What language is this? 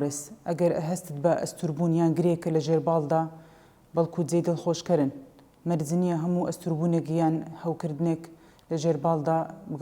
Central Kurdish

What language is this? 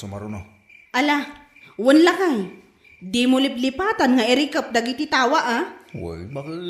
Iloko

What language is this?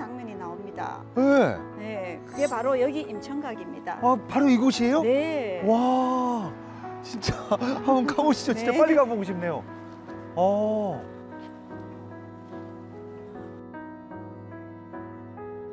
Korean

